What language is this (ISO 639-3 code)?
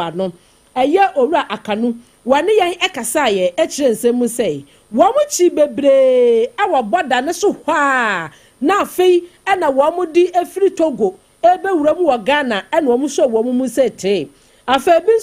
aka